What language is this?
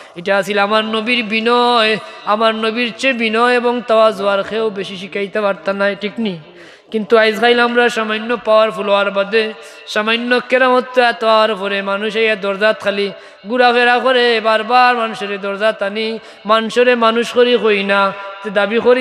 Sylheti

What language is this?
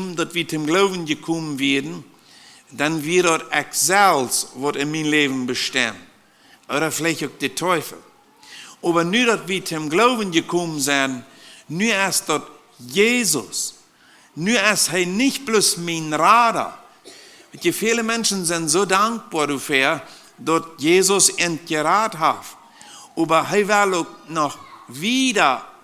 Plautdietsch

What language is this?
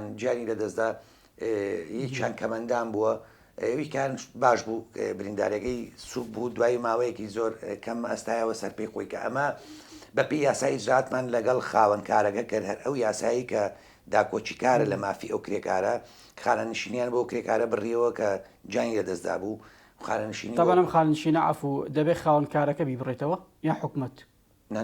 Central Kurdish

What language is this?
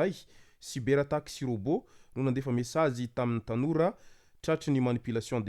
Malagasy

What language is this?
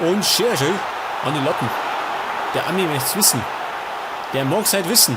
Bavarian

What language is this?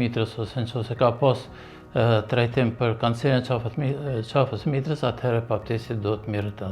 Albanian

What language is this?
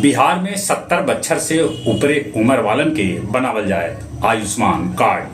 Magahi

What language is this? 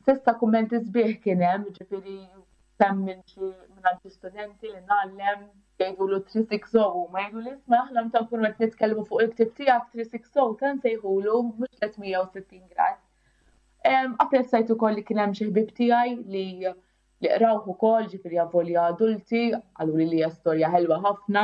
Maltese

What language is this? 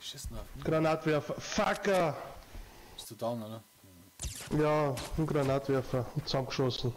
Bavarian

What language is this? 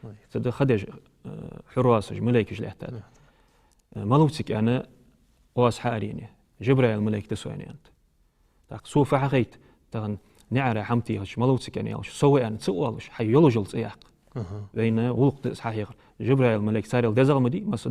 Ingush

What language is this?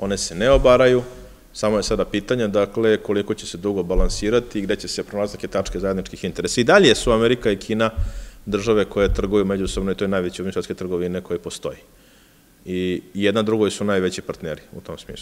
Serbian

